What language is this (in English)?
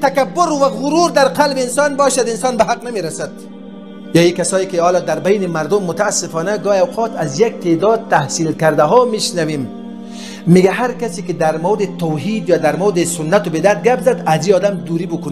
Persian